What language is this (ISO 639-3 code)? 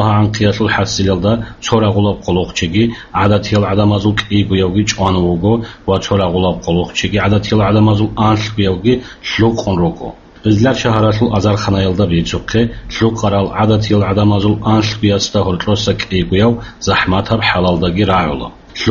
ava